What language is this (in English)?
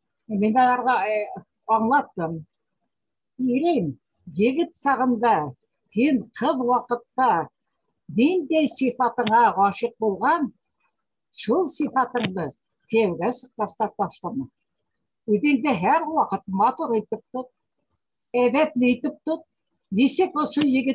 Bashkir